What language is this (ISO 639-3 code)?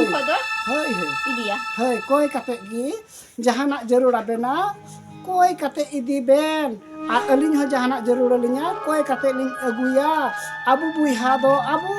sat